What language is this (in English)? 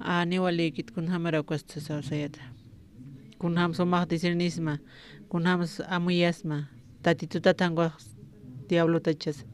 Aymara